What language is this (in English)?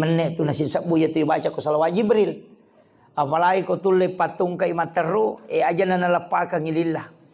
Buginese